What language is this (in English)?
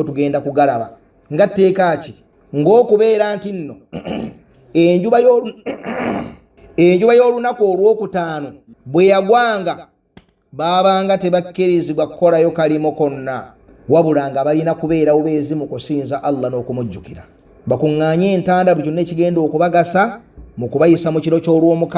Ganda